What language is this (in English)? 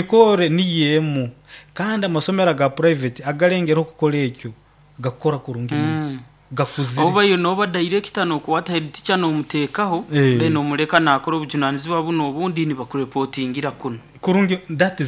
Nyoro